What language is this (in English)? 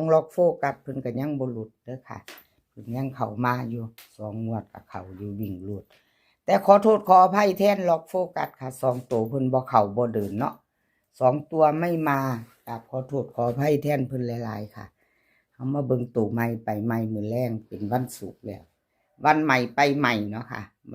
Northeastern Thai